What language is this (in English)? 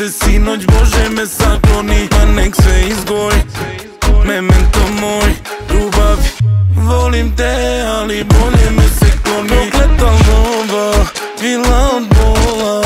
Serbian